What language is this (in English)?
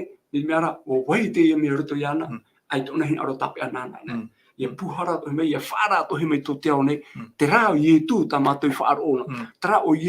Tahitian